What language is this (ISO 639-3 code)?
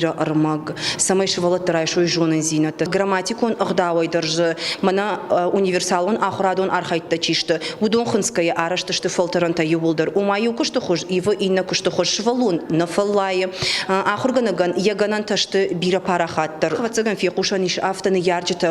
oss